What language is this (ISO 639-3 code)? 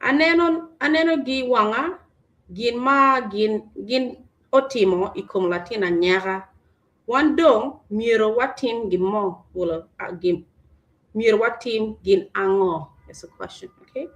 ach